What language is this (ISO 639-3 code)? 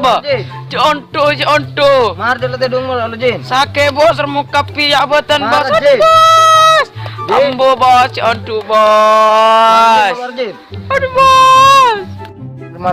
mad